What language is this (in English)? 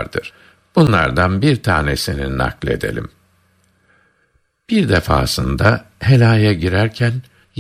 Turkish